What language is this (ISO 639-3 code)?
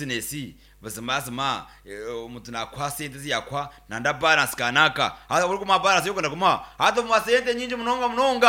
nyn